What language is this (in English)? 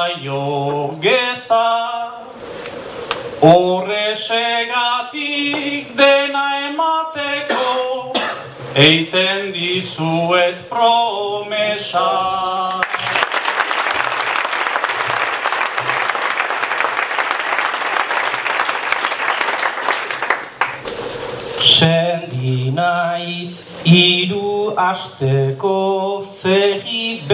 Basque